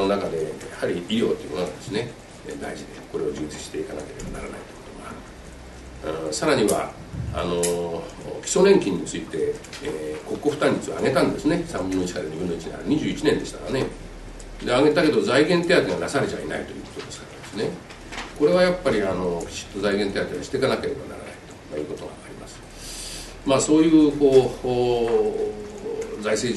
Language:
Japanese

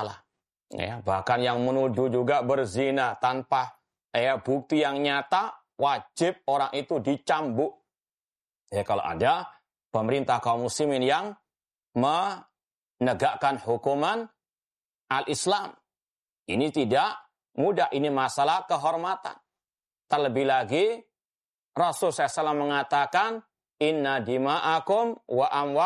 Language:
Indonesian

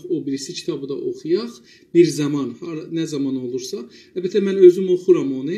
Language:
South Azerbaijani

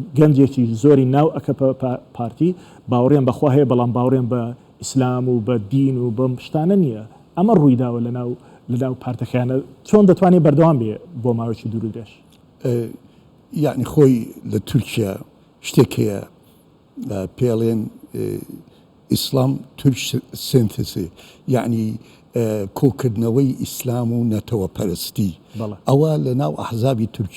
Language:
Central Kurdish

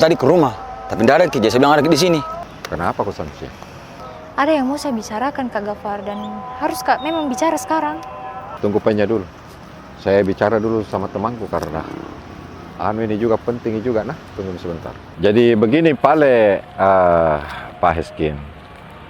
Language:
Makassar Malay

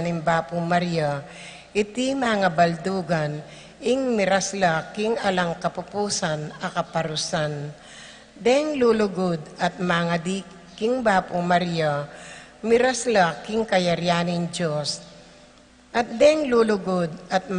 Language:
Pampanga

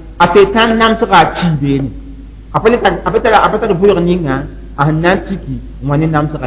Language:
Mossi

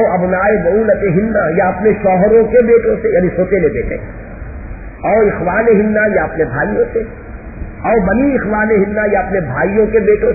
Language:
Urdu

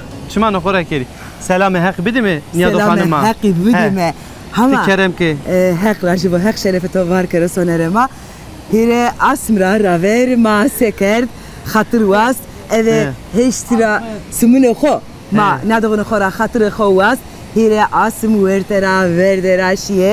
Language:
Zaza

